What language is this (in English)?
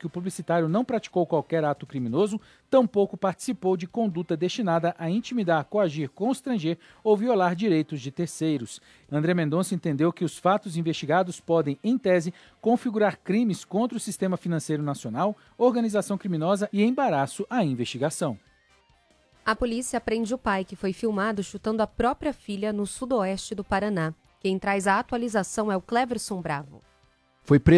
Portuguese